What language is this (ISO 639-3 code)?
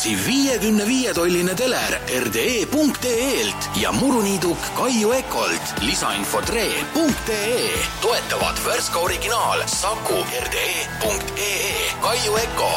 est